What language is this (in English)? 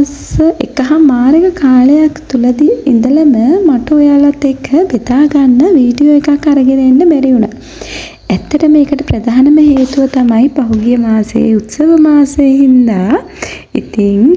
Sinhala